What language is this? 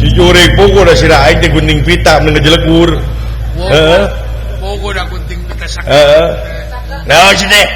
Sundanese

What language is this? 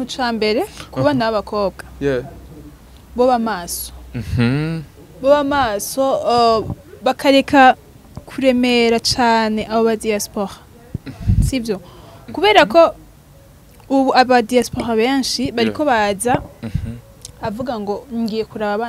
Rundi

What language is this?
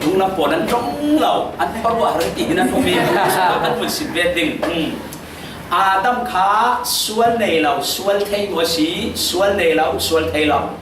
Falam Chin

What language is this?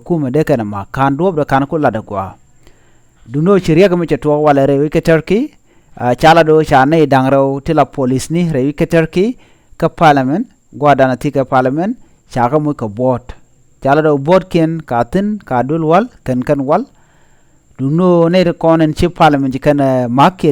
Nuer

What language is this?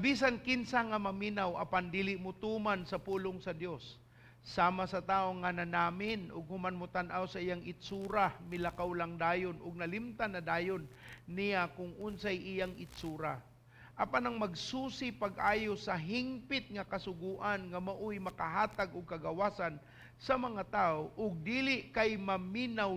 Cebuano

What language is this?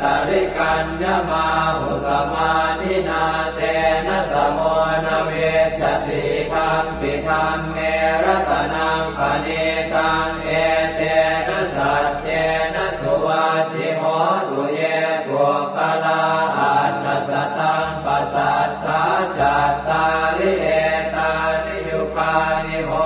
Pali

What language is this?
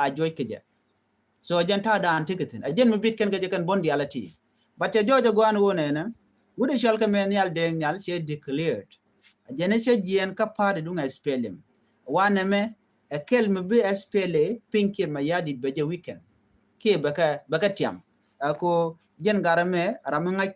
Nuer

